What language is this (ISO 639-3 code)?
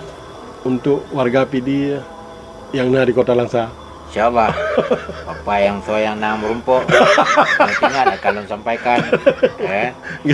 ace